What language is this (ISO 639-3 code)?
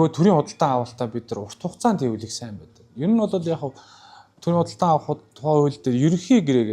mon